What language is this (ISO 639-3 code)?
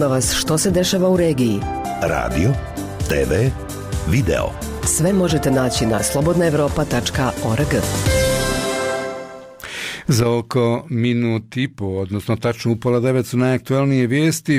bos